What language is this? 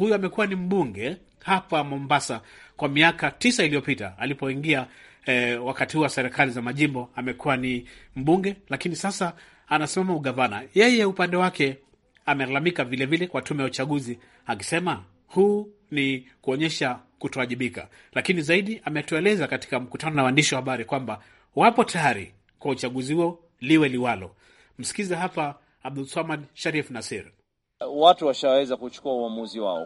Swahili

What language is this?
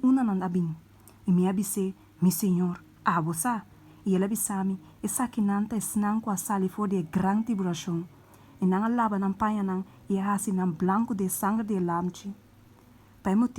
Papiamento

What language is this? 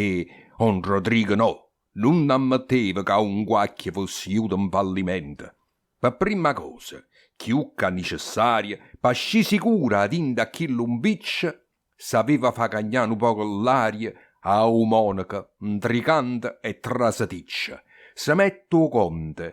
Neapolitan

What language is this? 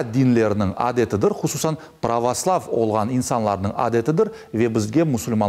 Crimean Tatar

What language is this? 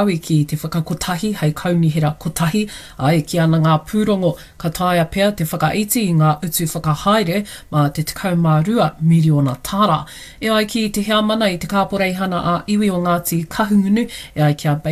Māori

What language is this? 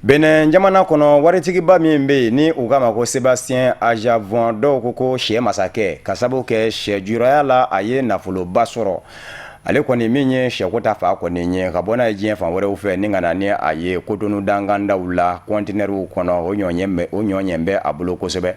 Bambara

